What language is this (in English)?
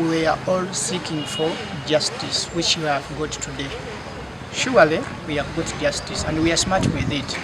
Nyankole